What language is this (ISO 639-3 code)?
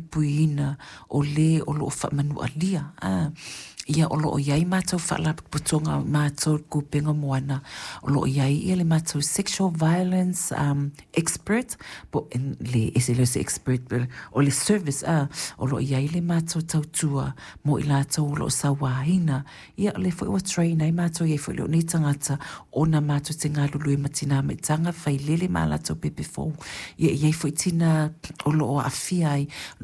smo